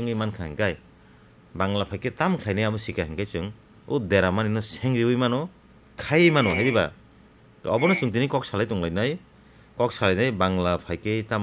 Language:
Kok Borok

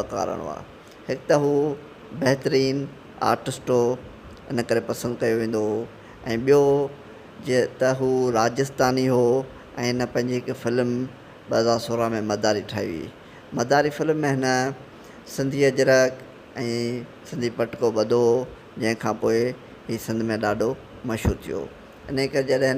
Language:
Sindhi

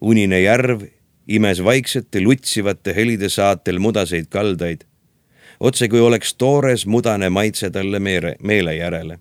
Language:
Estonian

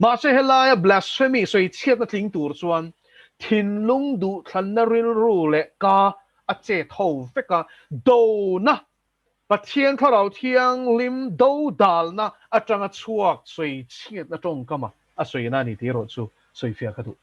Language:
Mizo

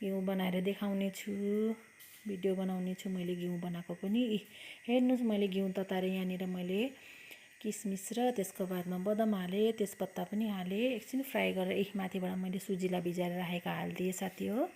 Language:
Nepali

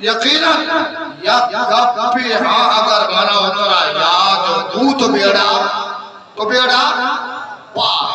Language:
Eastern Balochi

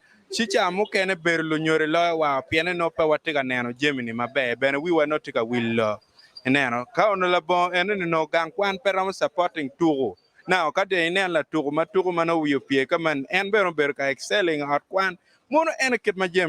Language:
Acoli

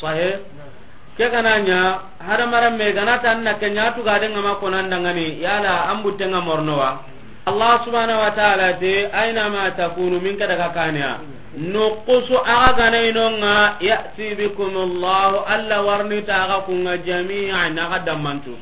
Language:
Soninke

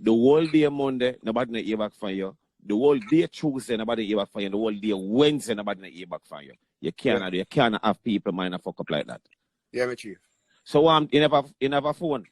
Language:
Jamaican Creole English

